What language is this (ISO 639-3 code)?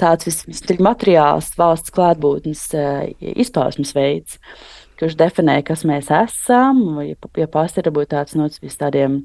lav